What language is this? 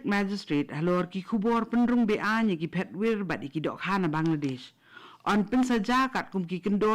Khasi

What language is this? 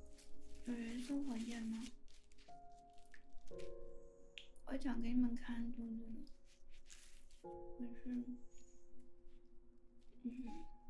Chinese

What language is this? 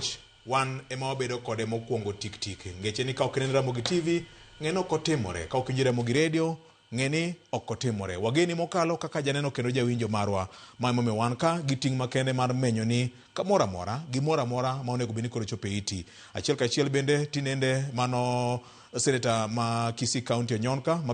Luo (Kenya and Tanzania)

